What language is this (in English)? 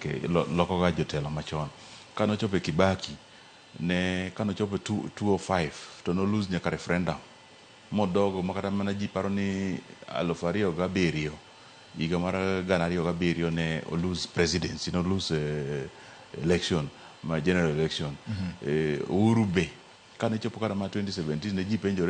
Luo (Kenya and Tanzania)